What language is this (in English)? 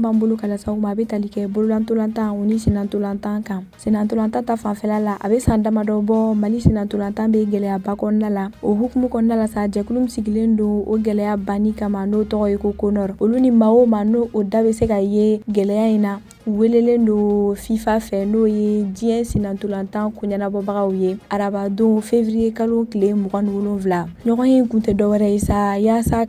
Bambara